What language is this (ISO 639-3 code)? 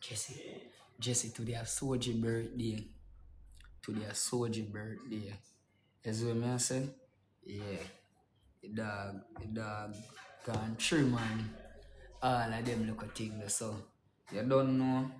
jam